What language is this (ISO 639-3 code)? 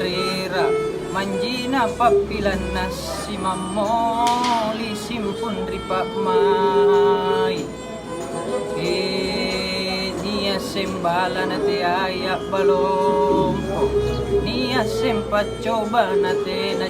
mak